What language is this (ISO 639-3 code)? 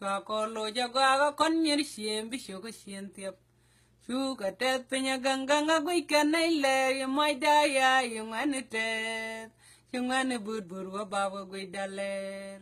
nus